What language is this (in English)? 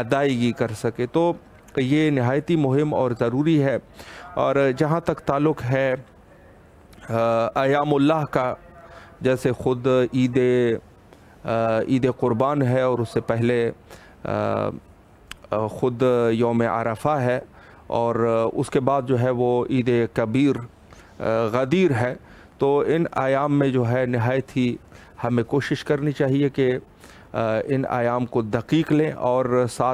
Urdu